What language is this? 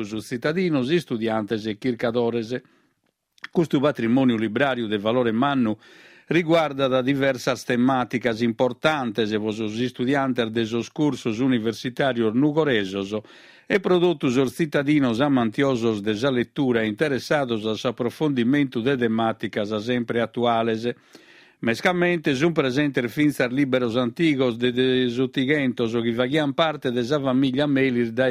Sardinian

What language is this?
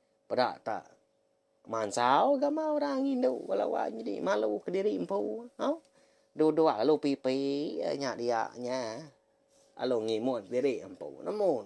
Iban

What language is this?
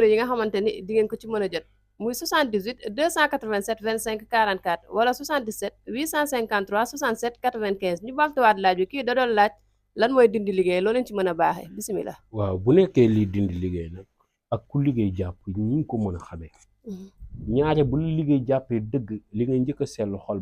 Wolof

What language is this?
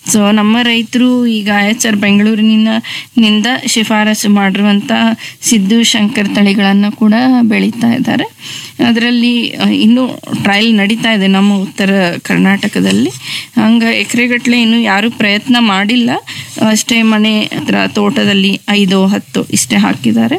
Kannada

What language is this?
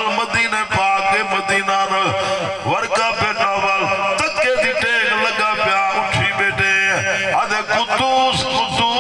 Saraiki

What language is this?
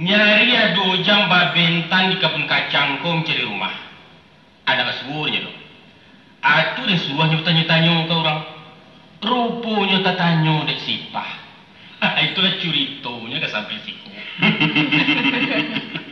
Minangkabau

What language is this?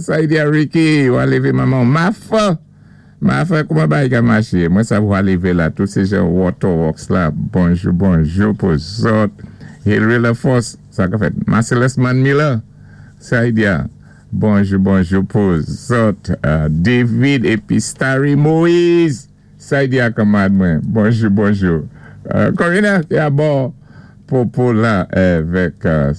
Saint Lucian Creole French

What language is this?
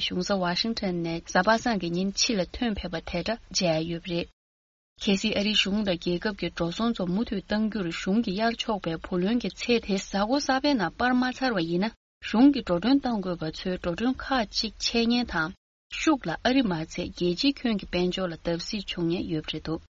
Tibetan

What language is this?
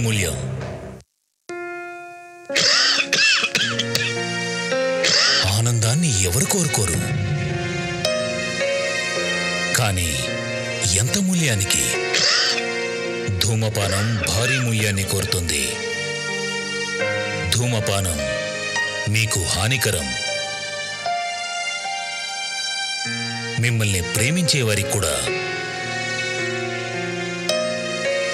Telugu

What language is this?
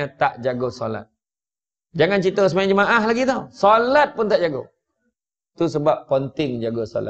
Malay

